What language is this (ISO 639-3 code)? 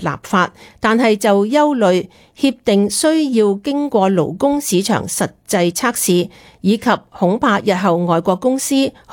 yue